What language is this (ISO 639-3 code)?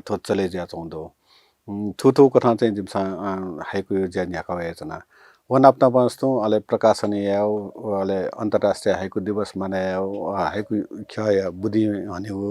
new